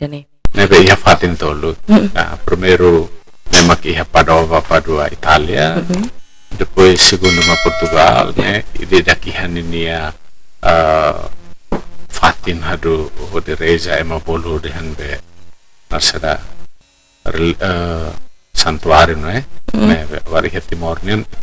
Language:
Tetum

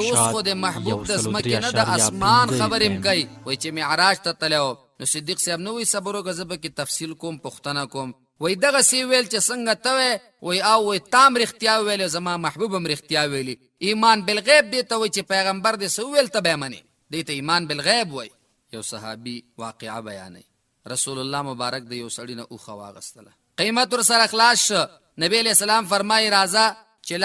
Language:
Pashto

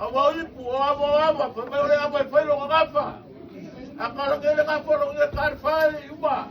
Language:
Samoan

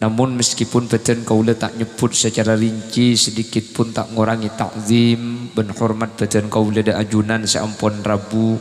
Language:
Madurese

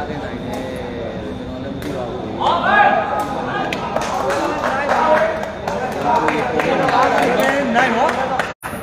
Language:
Burmese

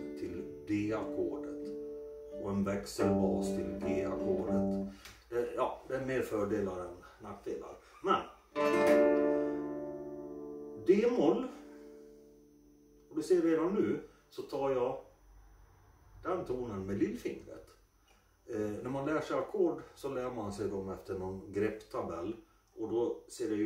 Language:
Swedish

